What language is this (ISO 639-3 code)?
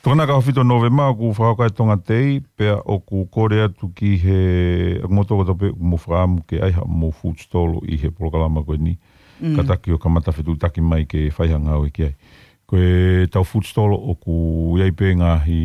ton